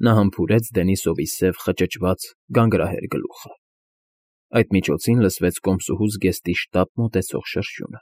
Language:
Armenian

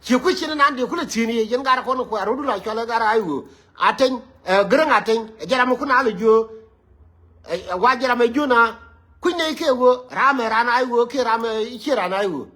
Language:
Nuer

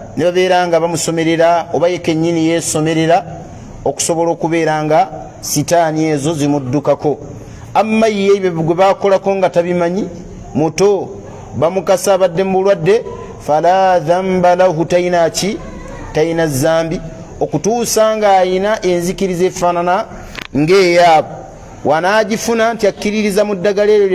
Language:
Ganda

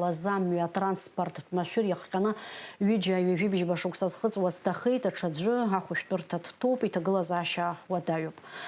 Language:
Abkhazian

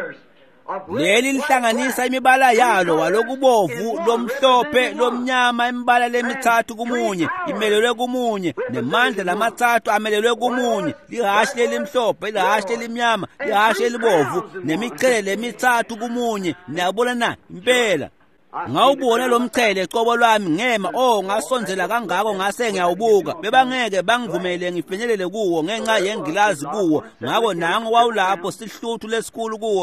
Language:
Swati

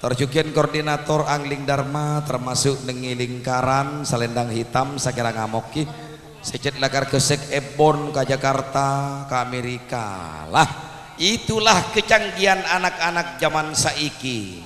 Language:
Madurese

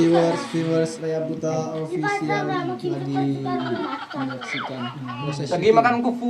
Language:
Madurese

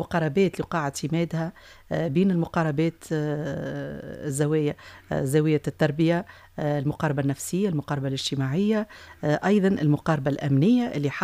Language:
Tunisian Arabic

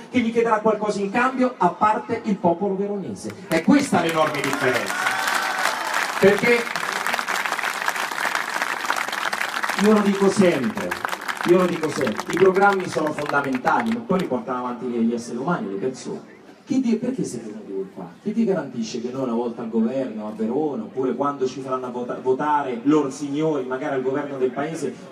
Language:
Italian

